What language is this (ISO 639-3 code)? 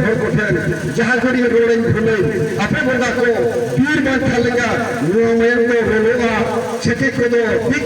sat